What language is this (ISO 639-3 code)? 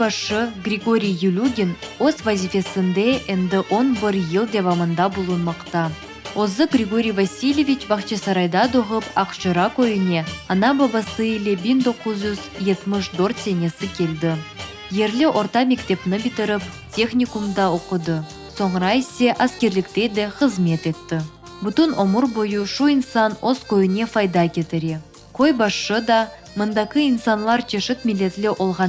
crh